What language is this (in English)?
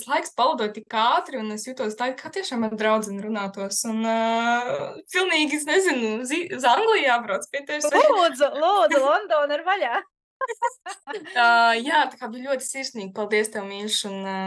Latvian